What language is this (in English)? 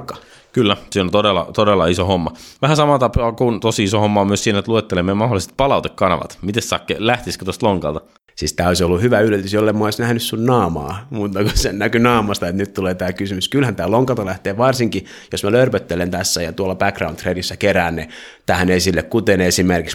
Finnish